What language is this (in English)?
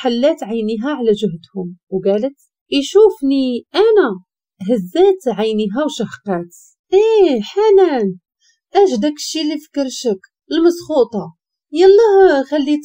Moroccan Arabic